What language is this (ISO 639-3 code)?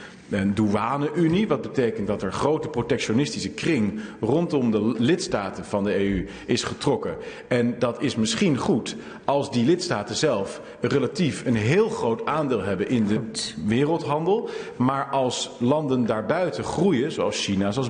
nld